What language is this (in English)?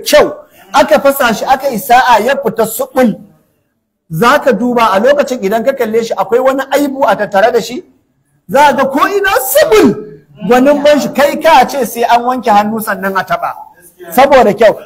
Hausa